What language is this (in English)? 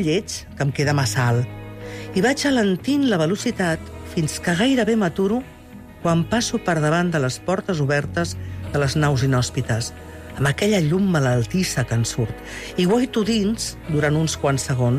Catalan